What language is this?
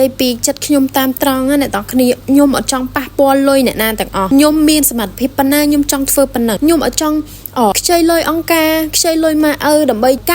Khmer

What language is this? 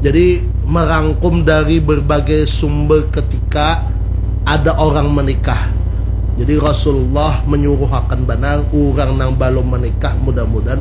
Banjar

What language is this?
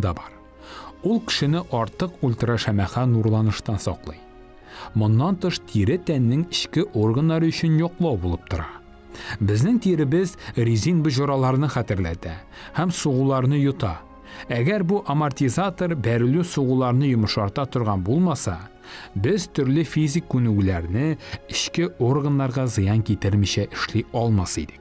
Tatar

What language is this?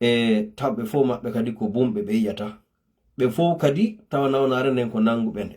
Fula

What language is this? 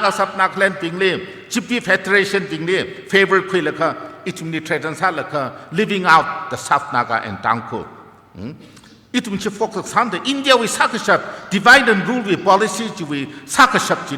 Tangkhul Naga (India)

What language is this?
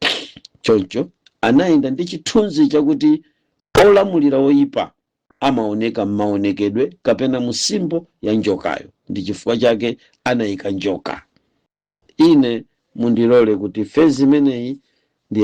Nyanja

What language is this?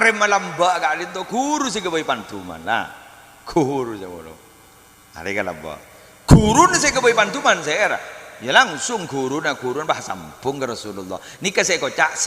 Madurese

